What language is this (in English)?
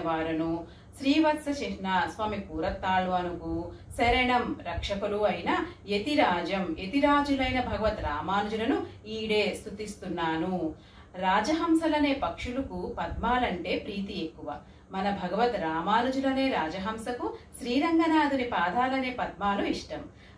Telugu